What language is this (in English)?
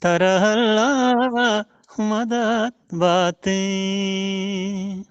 Eastern Balochi